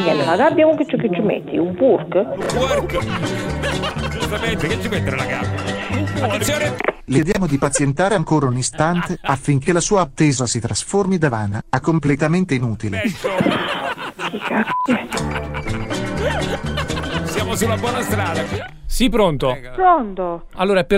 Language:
Italian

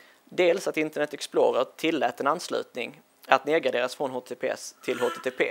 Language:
Swedish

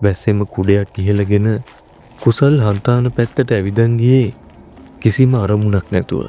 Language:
Sinhala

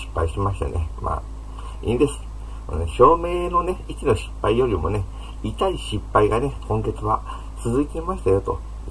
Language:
Japanese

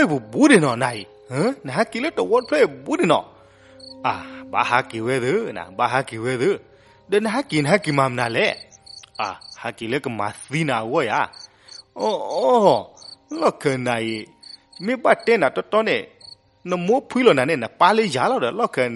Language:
S'gaw Karen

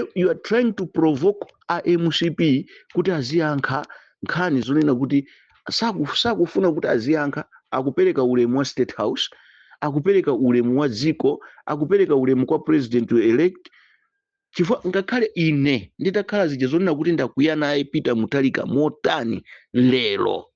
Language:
Nyanja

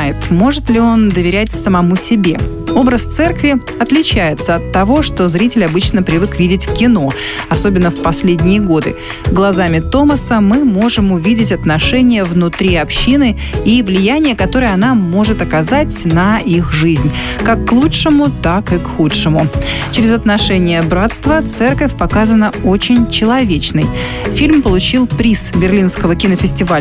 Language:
Russian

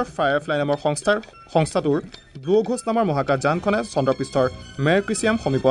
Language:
Assamese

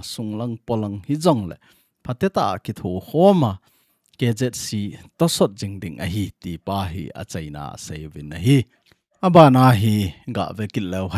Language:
Thado Chin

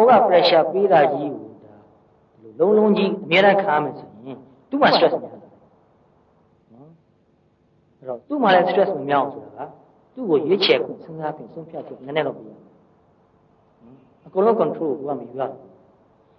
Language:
Burmese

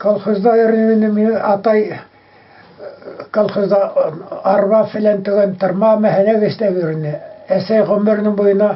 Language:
Bashkir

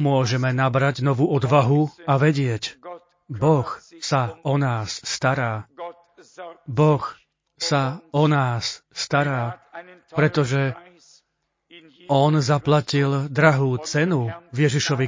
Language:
Slovak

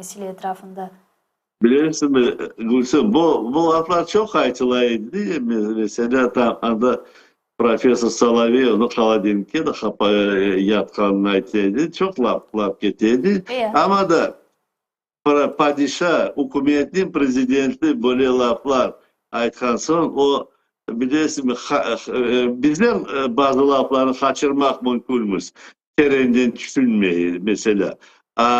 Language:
Crimean Tatar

